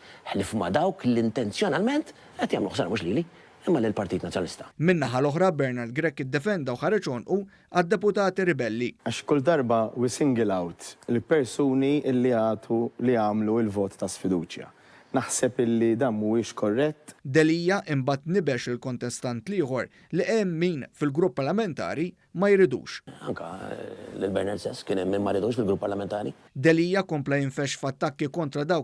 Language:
Maltese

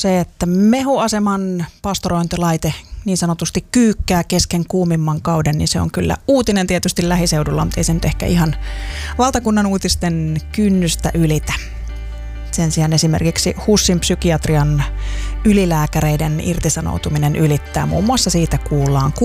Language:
Finnish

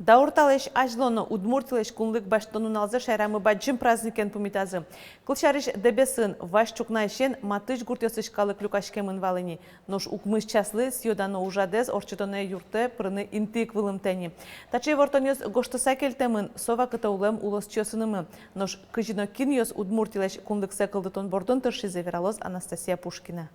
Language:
Udmurt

